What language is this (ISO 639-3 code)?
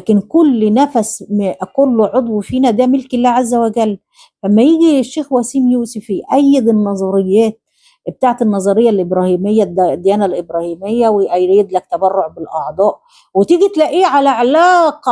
arz